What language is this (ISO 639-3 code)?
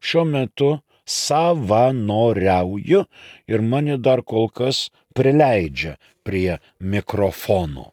lit